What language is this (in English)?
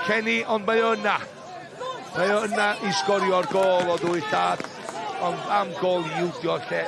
Welsh